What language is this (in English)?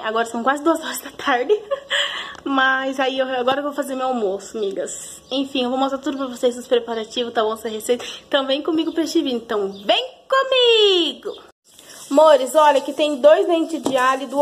Portuguese